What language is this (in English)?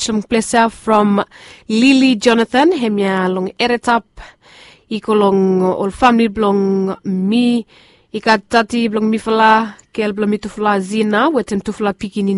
Bislama